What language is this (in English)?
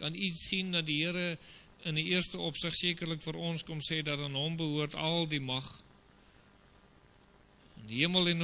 Afrikaans